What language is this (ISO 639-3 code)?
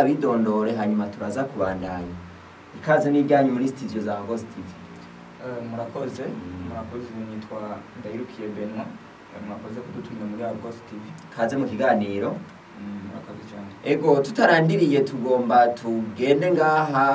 run